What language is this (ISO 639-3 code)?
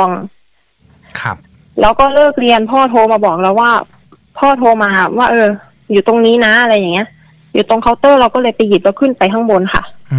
tha